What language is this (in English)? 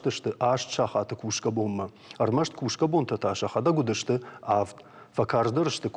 Ossetic